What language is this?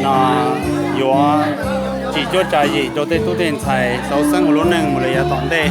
Hmong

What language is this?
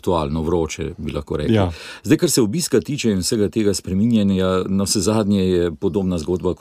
Slovenian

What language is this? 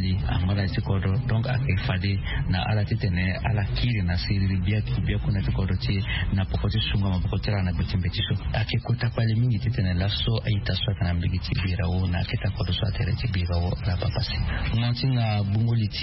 Sango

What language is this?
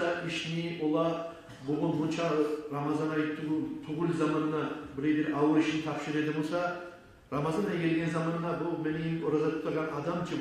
Kumyk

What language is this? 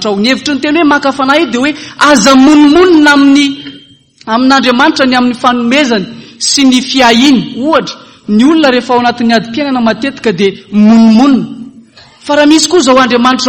Malagasy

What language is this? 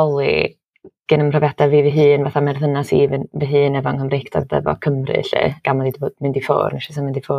Welsh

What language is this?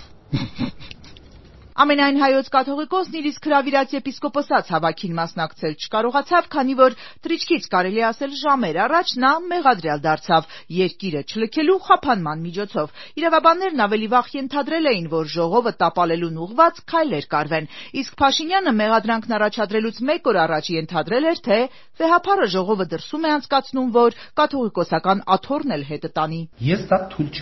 Armenian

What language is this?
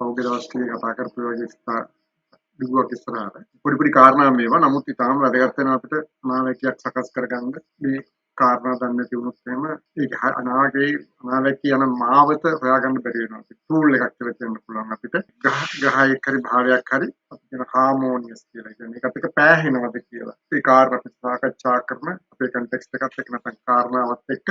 Sinhala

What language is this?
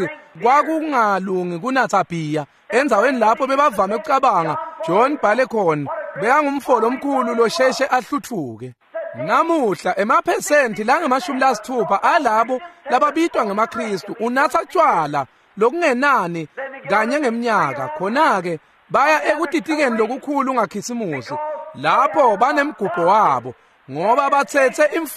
Swati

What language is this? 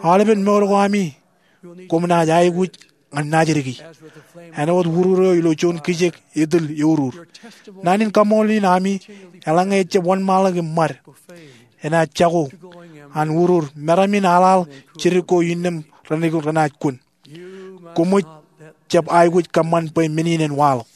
Marshallese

